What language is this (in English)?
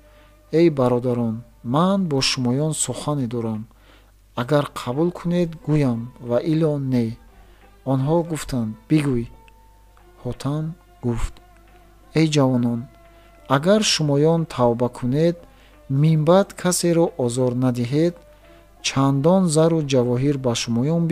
Tajik